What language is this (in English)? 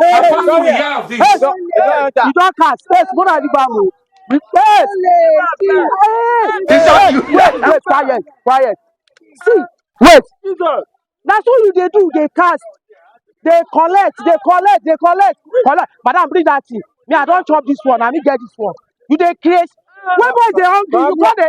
Nigerian Pidgin